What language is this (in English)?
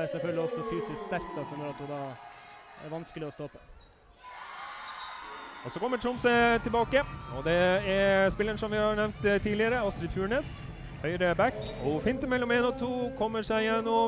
Norwegian